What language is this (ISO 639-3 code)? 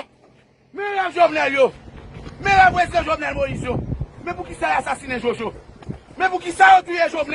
hat